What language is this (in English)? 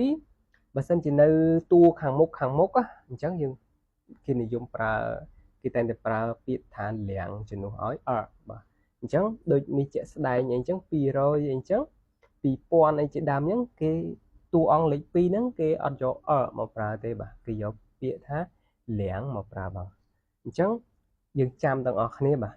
Khmer